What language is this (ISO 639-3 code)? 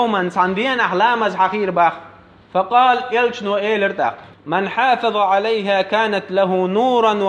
che